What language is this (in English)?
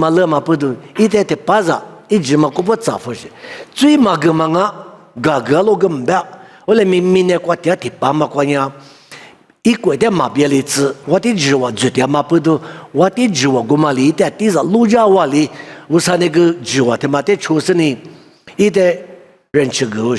Lisu